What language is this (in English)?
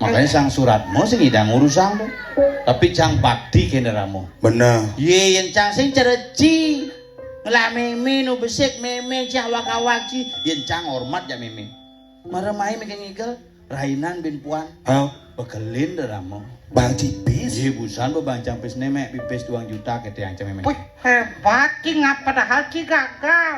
Balinese